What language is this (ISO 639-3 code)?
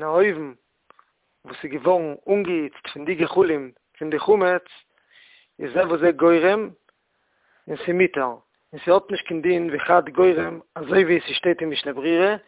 yid